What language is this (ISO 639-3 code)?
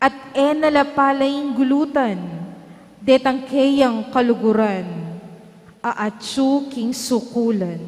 pam